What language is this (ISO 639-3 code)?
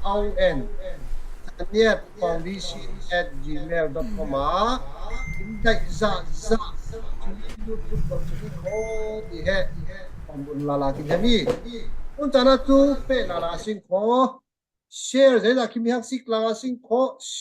cfm